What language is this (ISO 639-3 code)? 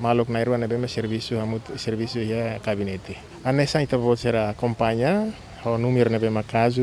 tet